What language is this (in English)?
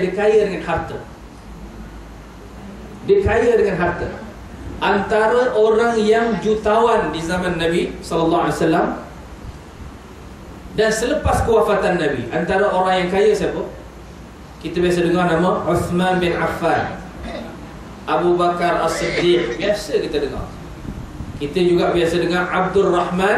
Malay